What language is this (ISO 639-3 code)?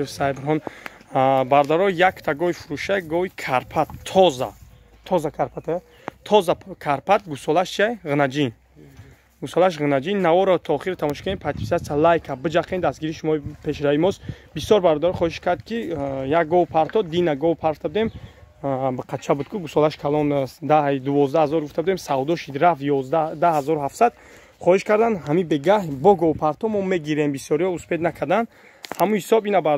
tgk